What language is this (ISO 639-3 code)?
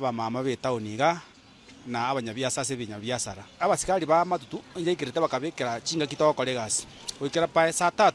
guz